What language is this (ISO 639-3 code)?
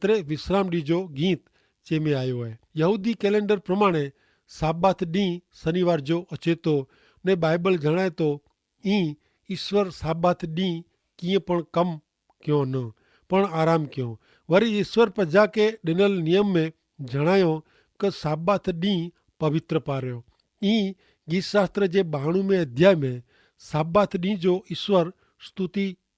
kfr